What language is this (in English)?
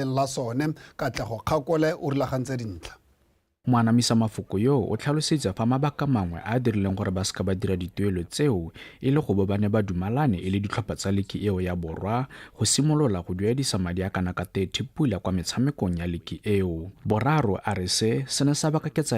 Tswana